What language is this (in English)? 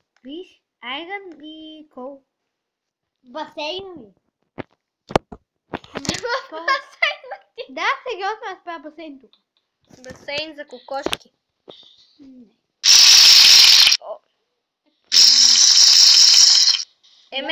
Bulgarian